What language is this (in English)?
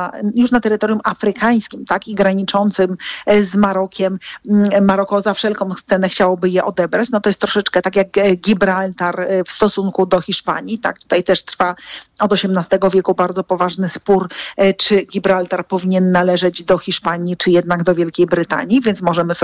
Polish